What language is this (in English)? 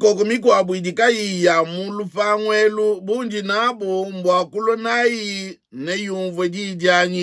Luba-Lulua